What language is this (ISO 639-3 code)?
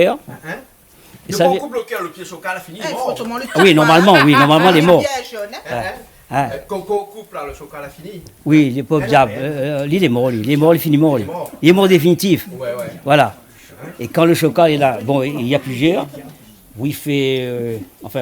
rcf